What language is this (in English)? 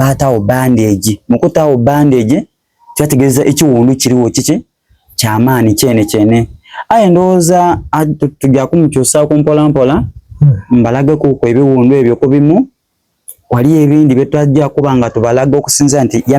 Soga